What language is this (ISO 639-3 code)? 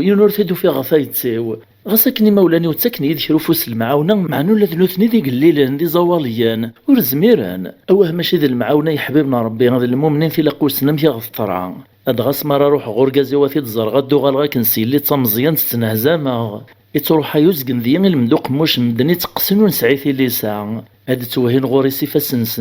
kab